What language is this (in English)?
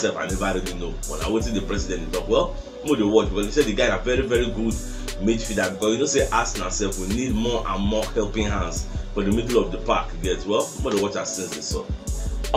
Nigerian Pidgin